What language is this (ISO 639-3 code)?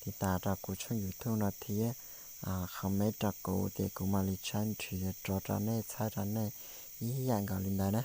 hmn